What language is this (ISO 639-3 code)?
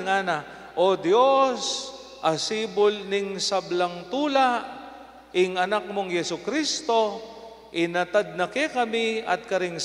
pam